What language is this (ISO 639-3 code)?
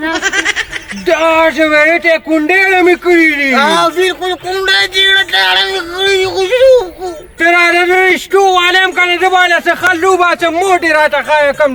pus